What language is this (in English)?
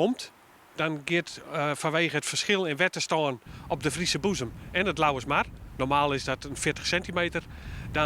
Western Frisian